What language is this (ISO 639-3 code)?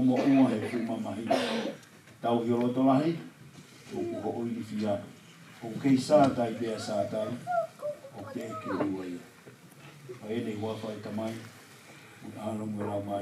ton